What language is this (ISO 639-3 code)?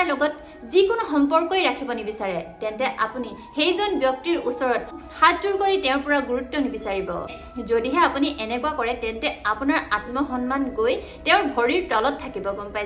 asm